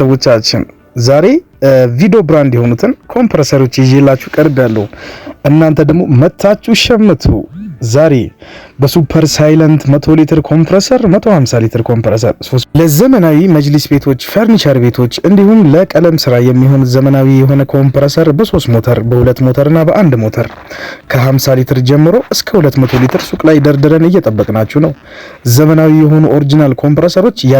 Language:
Amharic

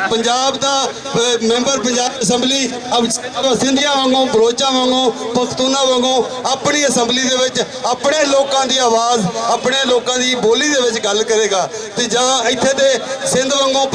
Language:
Western Panjabi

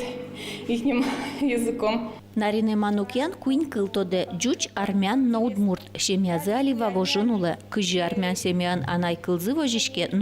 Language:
Udmurt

